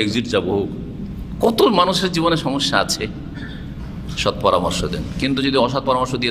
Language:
Bangla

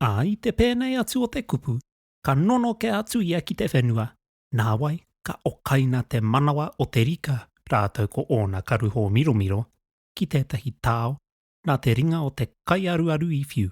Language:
Māori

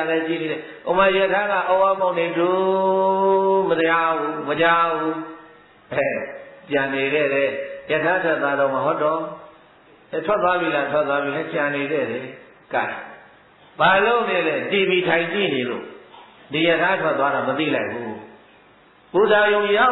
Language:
Burmese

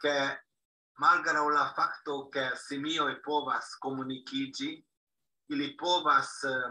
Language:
Esperanto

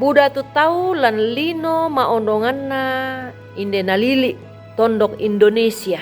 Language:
Toraja-Sa'dan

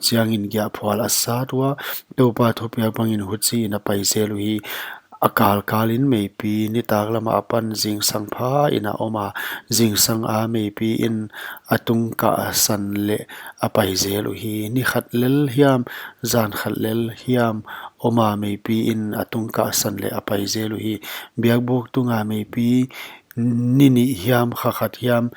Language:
Paite Chin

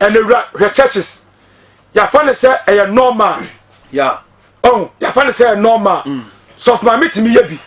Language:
Akan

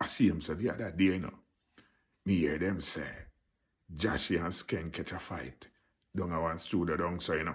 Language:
Jamaican Creole English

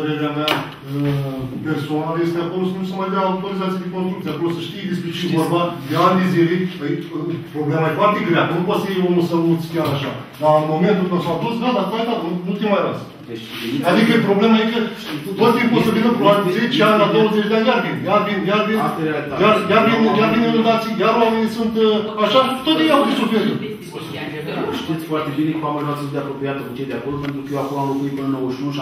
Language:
Romanian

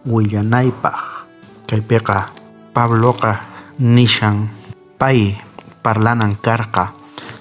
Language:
South Bolivian Quechua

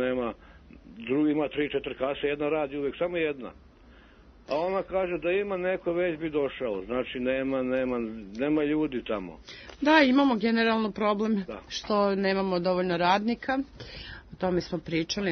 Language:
Serbian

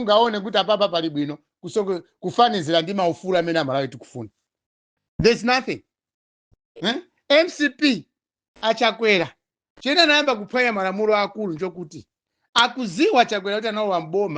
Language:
Nyanja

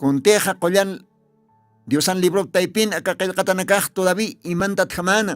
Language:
Aymara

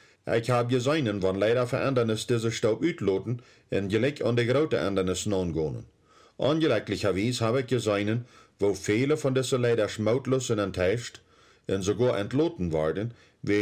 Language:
Plautdietsch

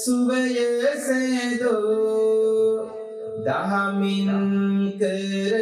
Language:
Sinhala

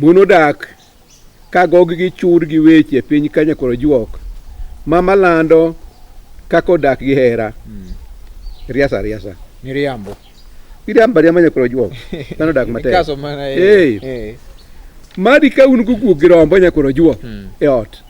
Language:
Luo (Kenya and Tanzania)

